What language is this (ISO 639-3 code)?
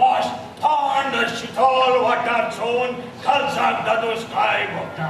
kok